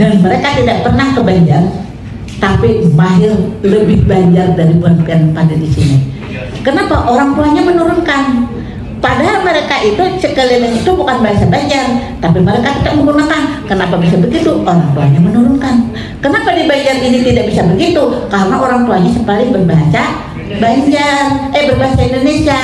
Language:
Banjar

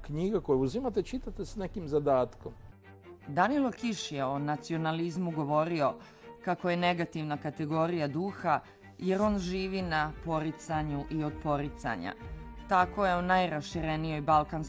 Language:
Croatian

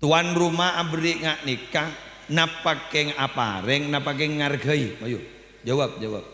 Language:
Madurese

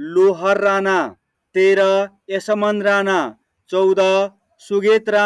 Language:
Nepali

